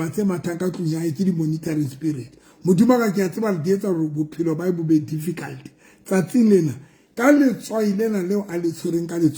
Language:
Southern Sotho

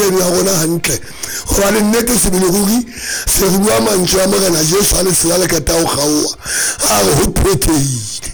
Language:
Southern Sotho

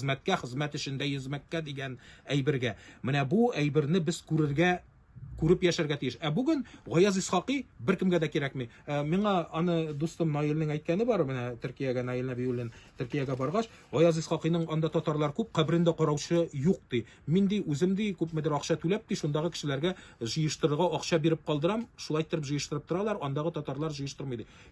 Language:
Tatar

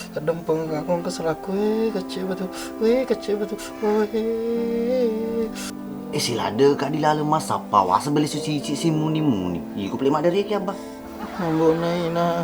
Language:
Buginese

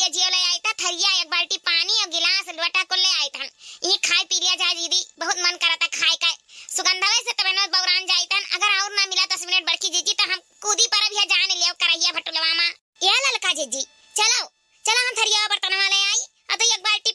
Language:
Awadhi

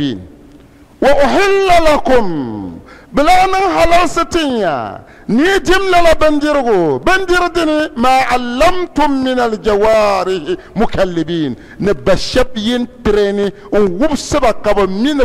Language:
Dagbani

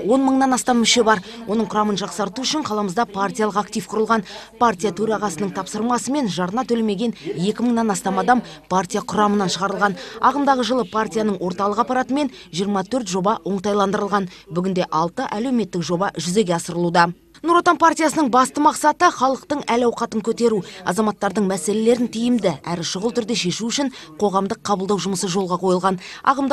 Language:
Kazakh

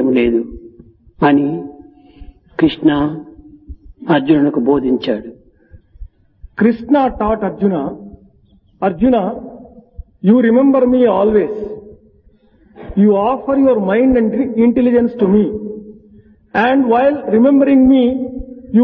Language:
Telugu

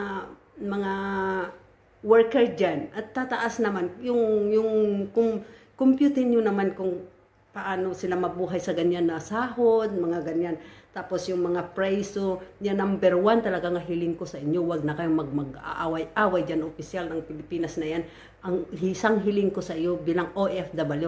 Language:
Filipino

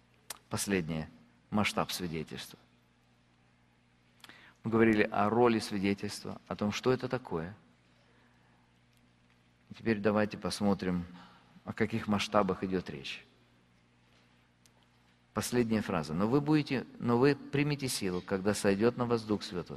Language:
Russian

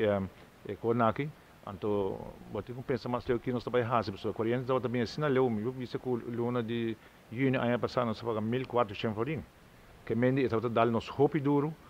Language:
Papiamento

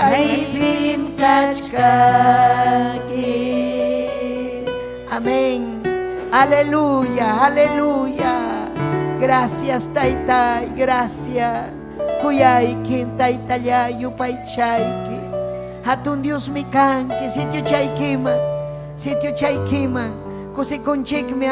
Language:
Ayacucho Quechua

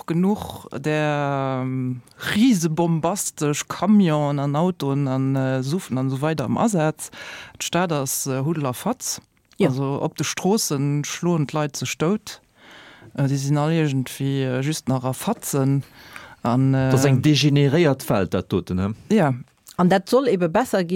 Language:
Luxembourgish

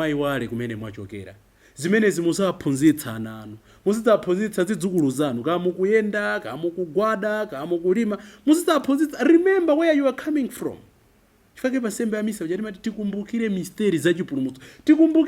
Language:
Nyanja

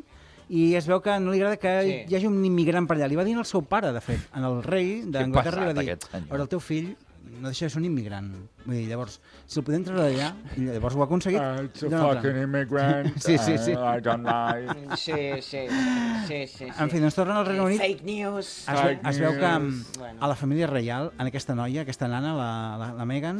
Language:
Catalan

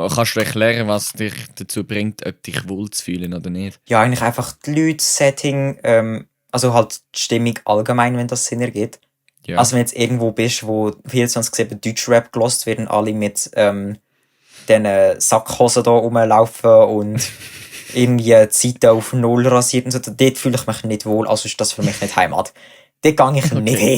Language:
Swiss German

